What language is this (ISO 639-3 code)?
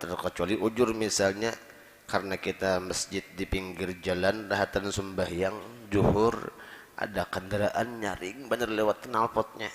bjn